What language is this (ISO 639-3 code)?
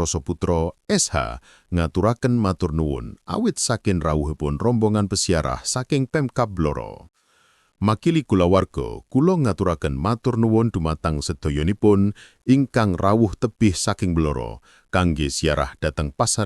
jav